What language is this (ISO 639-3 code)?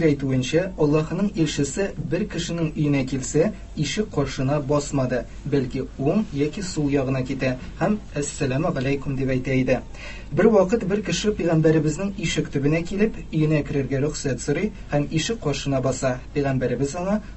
tat